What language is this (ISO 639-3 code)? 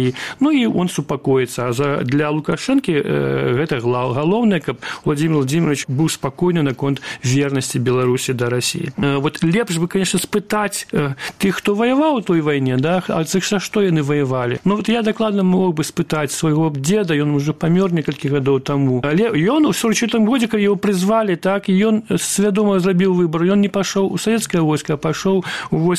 bel